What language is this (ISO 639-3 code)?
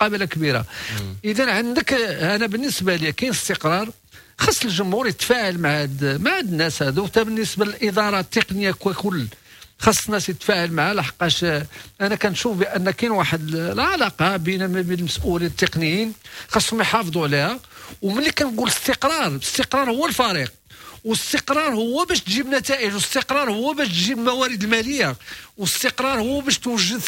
ary